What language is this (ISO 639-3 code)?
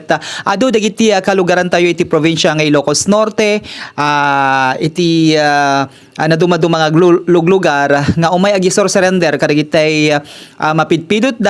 ilo